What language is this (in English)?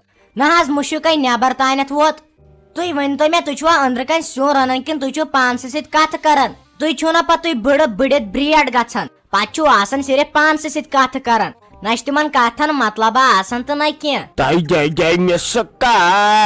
Kashmiri